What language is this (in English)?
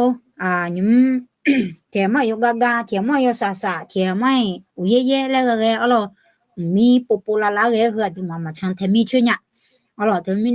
Akha